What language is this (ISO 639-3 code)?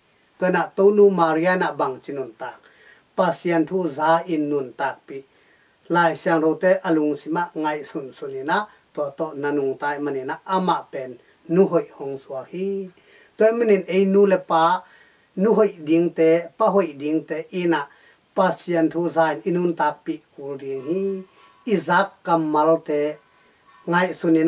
ctd